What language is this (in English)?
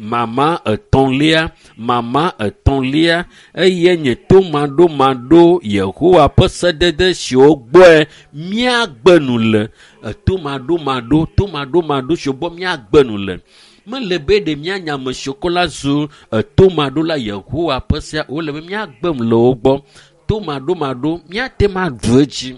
Ewe